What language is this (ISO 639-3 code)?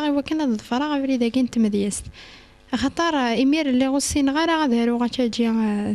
kab